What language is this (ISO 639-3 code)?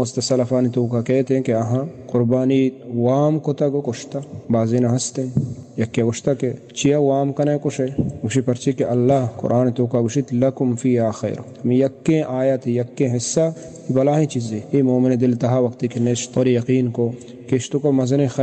bal